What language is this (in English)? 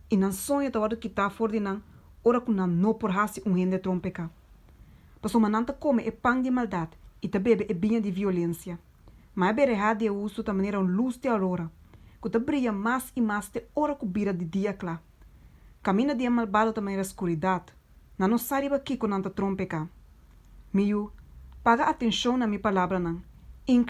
Papiamento